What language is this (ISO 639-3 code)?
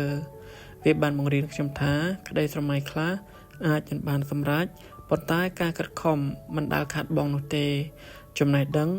khm